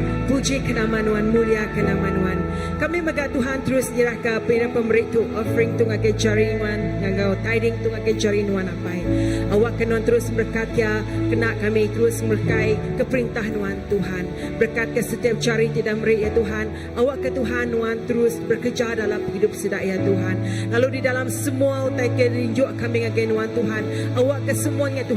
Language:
Iban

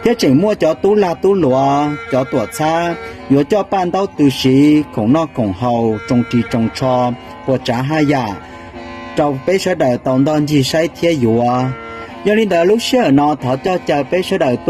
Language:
Hmong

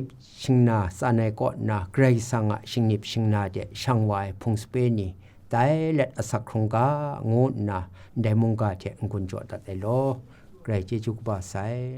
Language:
Kachin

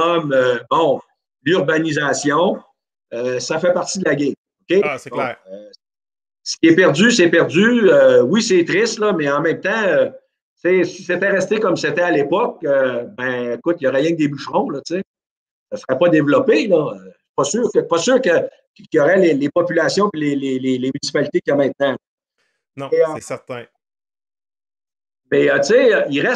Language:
French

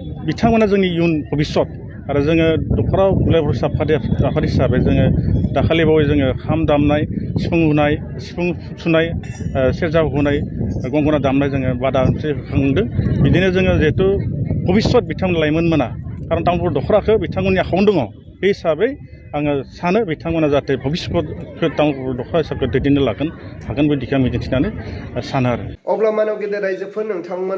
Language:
Bodo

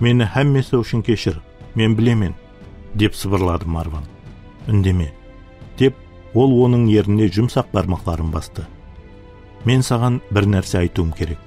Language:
Kara-Kalpak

